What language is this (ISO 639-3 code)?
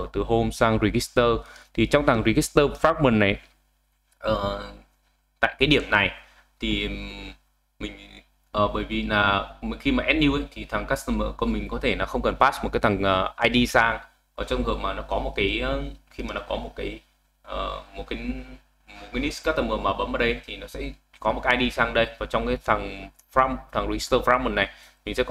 vie